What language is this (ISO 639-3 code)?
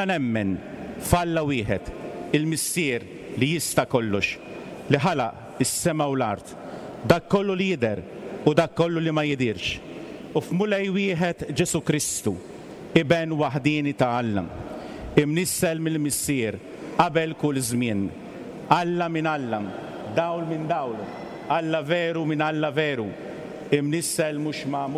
mlt